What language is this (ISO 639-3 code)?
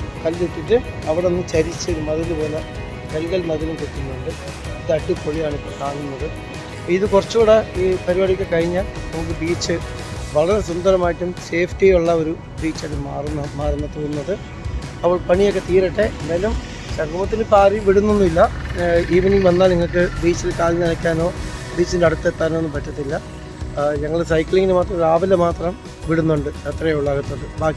mal